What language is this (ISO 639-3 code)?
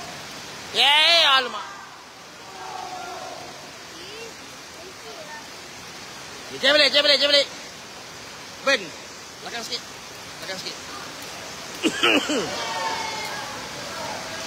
msa